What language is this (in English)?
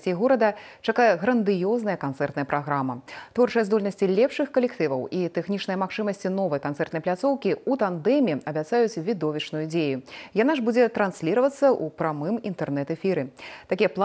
Belarusian